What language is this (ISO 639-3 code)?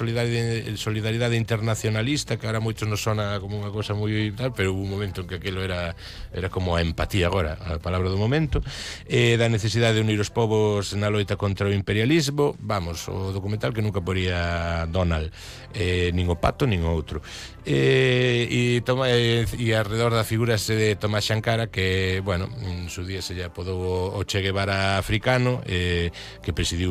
glg